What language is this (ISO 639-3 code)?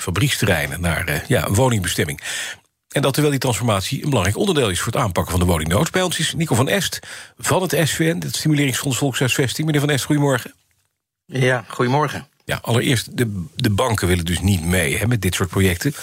nld